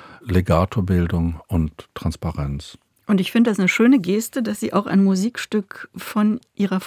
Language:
German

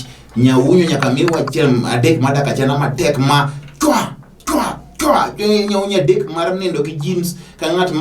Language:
Luo (Kenya and Tanzania)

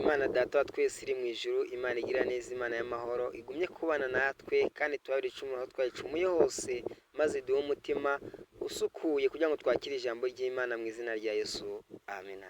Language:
Kinyarwanda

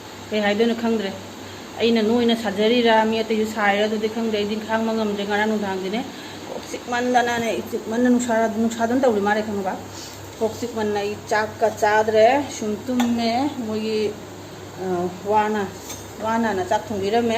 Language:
Manipuri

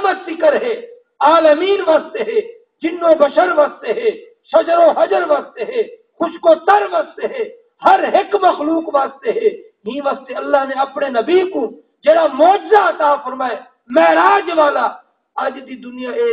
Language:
Saraiki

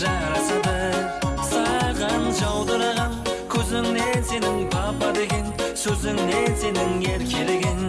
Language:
Kara-Kalpak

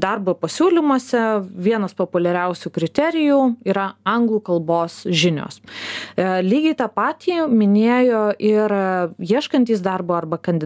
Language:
Lithuanian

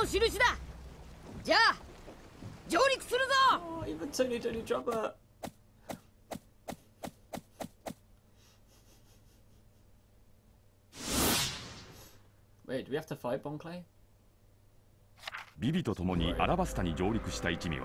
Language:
Japanese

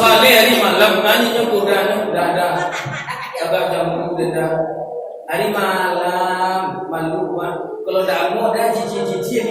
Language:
Minangkabau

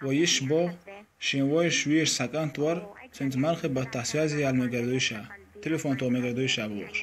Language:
Chechen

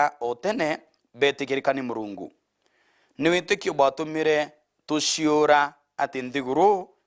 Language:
Meru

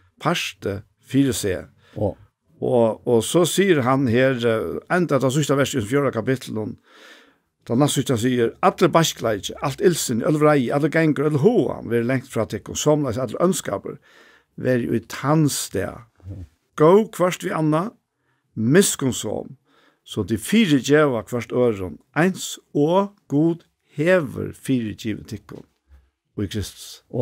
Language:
Faroese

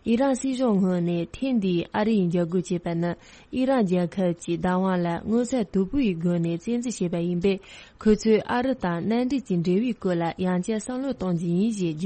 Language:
Tibetan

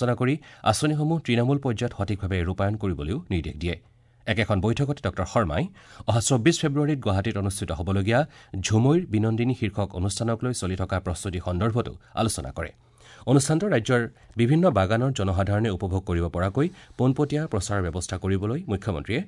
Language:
Assamese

